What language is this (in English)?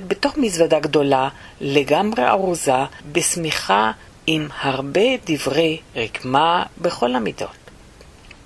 Hebrew